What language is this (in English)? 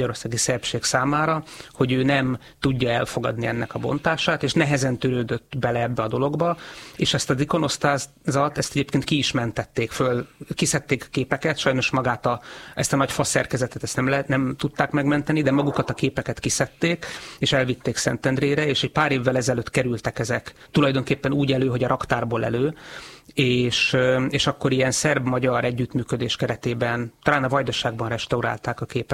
Hungarian